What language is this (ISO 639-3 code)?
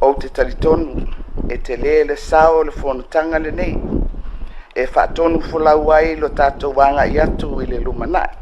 smo